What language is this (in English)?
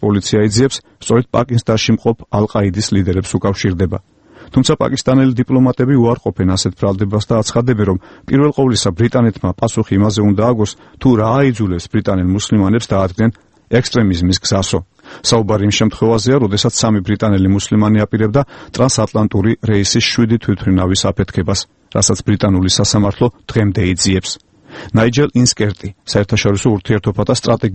Georgian